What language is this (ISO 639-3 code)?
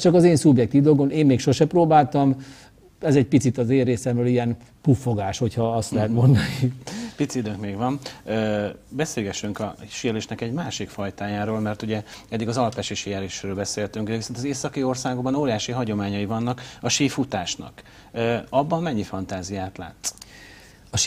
hun